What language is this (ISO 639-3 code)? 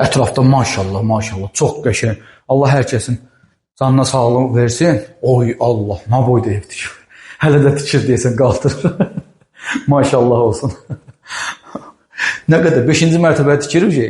aze